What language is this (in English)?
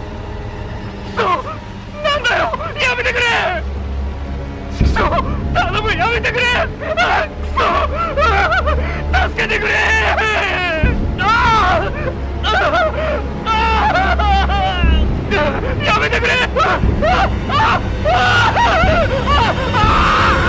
Japanese